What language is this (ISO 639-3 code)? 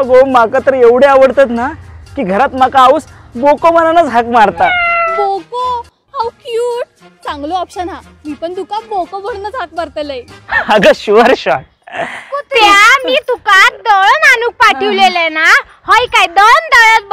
kok